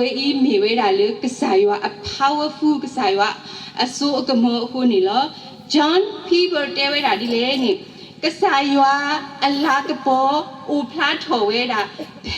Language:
S'gaw Karen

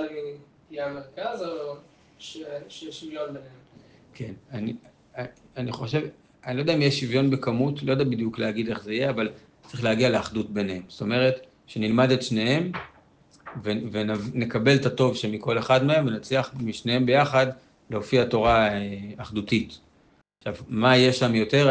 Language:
Hebrew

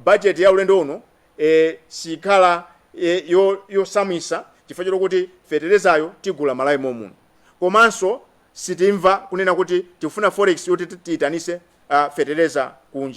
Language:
Nyanja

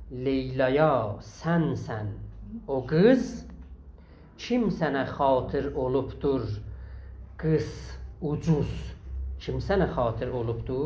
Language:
South Azerbaijani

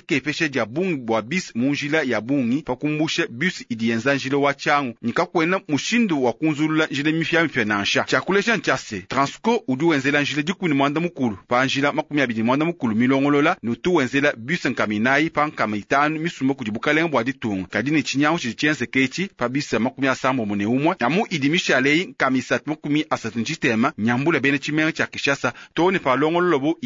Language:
Luba-Lulua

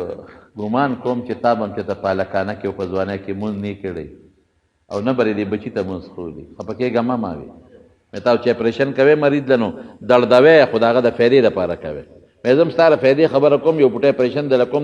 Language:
Pashto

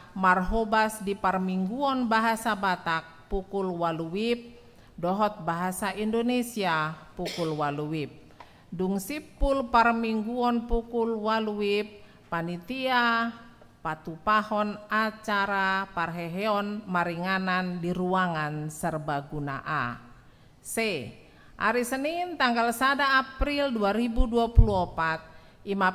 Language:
Batak Toba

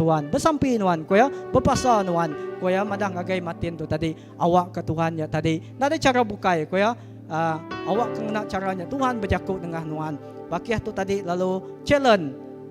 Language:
Iban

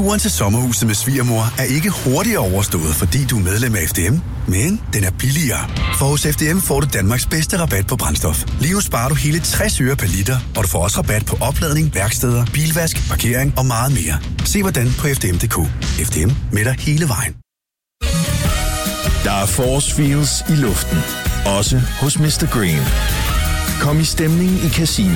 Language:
Danish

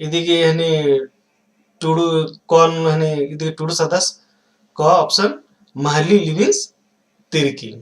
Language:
Kurukh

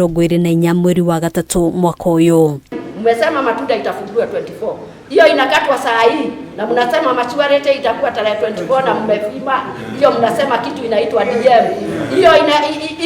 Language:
Kikuyu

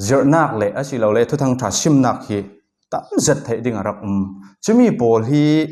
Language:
Falam Chin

